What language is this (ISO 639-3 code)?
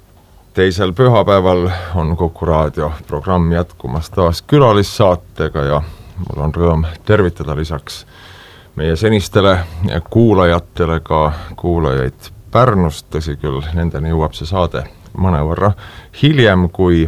est